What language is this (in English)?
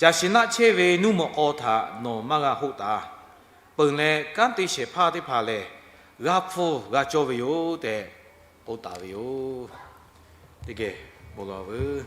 Lahu